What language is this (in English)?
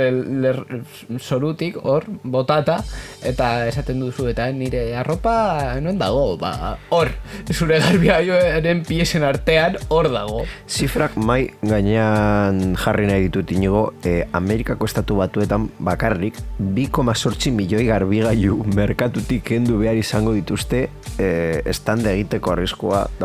Basque